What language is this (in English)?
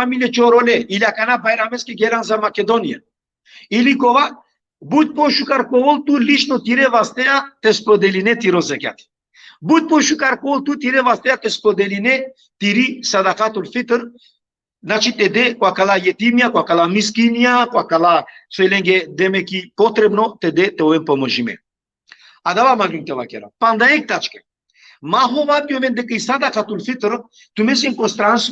Balkan Romani